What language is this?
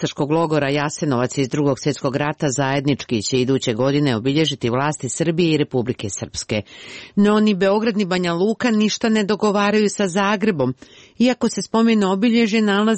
Croatian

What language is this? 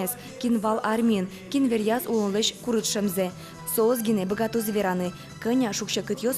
Udmurt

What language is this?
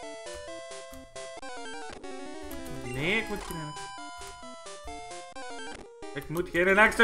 Dutch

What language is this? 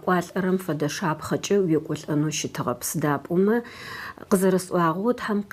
Adyghe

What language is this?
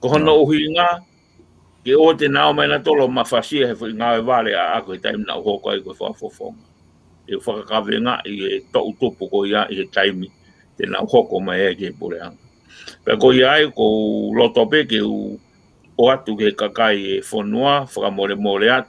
Tongan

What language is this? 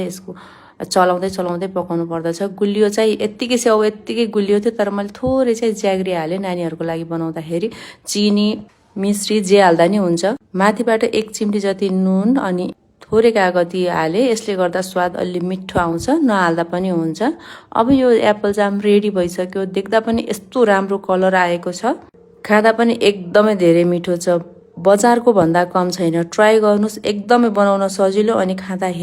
Nepali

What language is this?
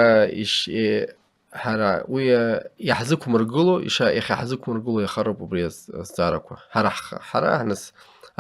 Abkhazian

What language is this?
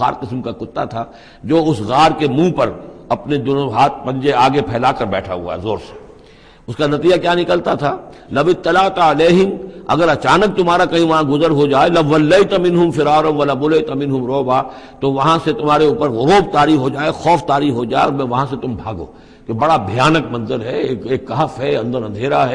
Urdu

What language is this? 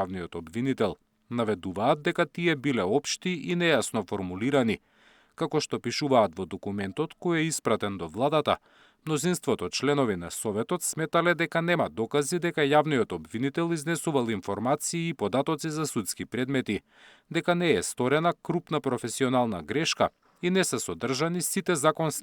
Macedonian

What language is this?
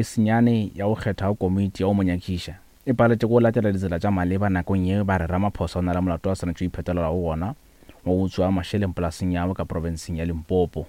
Northern Sotho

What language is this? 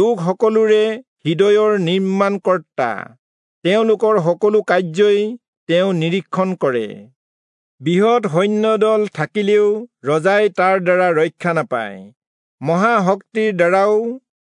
Assamese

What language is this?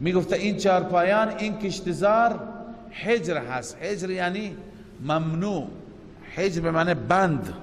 Persian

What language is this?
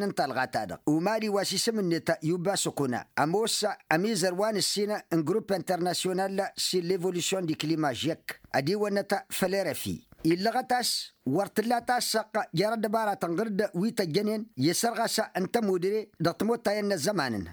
Tamasheq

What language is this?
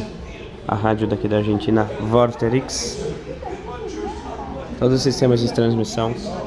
Portuguese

